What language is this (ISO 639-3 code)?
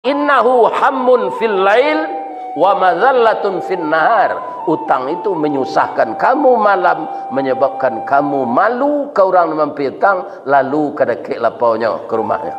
min